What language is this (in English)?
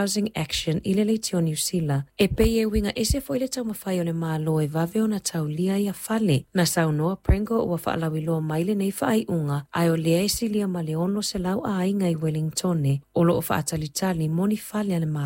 Samoan